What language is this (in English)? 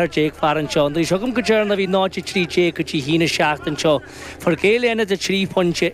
Irish